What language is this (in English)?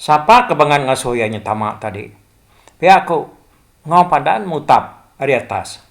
Iban